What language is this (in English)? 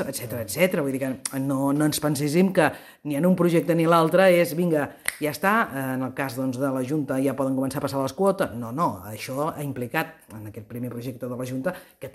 Catalan